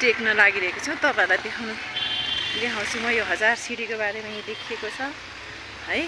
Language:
Nepali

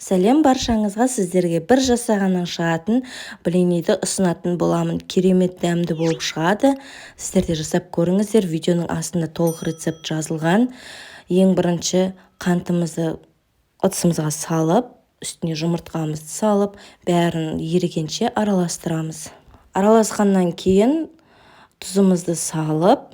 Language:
Kazakh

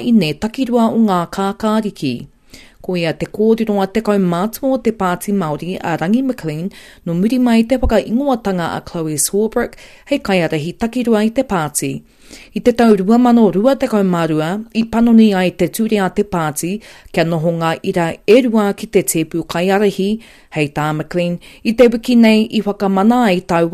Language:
Māori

